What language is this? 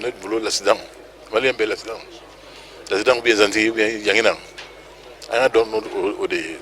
Bambara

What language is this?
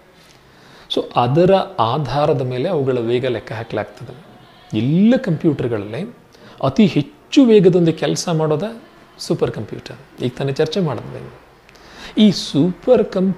Kannada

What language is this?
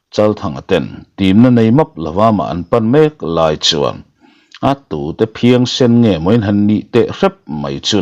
Mizo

